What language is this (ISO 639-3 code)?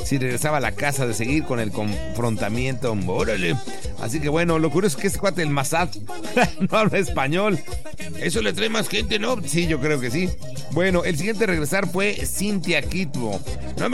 spa